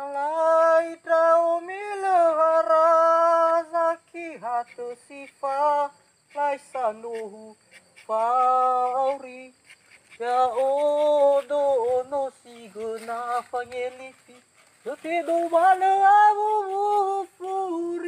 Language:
Nias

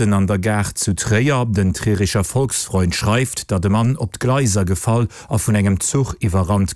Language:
Luxembourgish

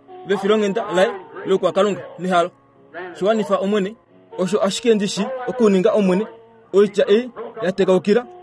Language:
Kuanyama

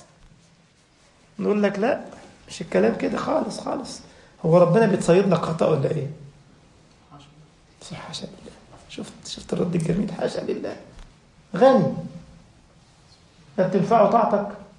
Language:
Egyptian Arabic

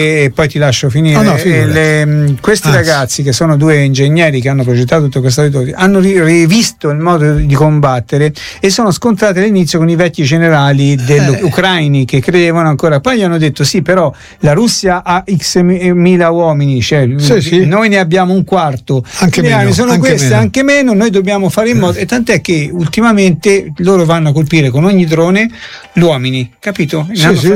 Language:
Italian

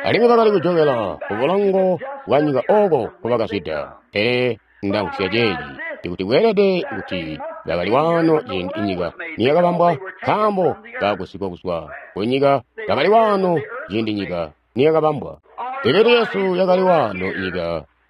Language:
Tonga (Zambia)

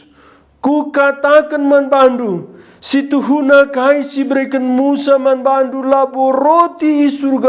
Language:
Batak Karo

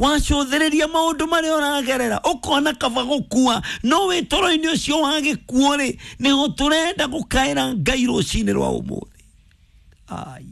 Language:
Kikuyu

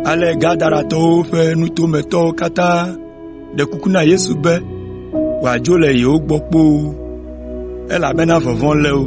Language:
Ewe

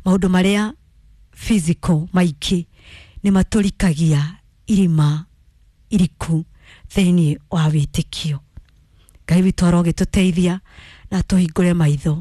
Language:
Kikuyu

